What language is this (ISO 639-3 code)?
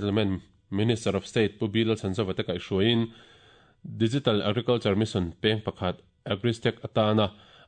lus